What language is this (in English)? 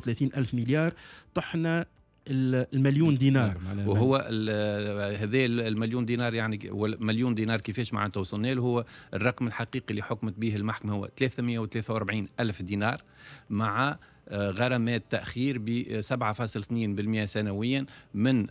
Tunisian Arabic